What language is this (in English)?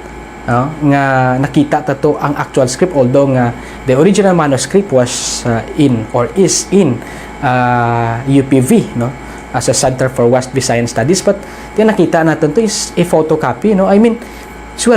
Kinaray-a